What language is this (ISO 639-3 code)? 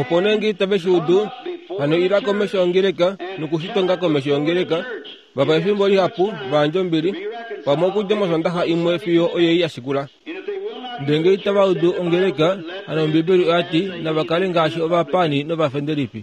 kua